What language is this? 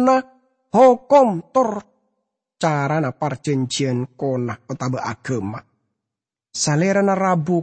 Madurese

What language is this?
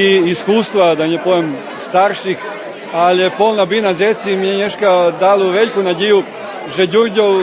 Rusyn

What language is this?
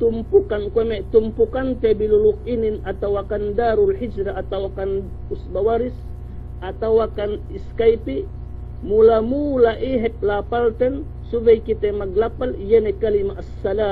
Yakan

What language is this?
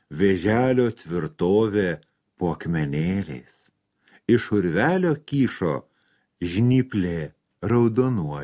Lithuanian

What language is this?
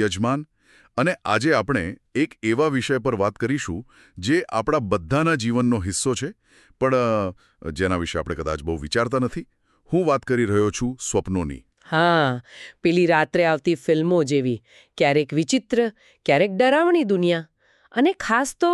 Gujarati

